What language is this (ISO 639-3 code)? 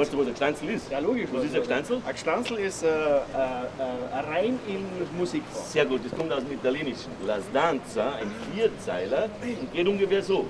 bar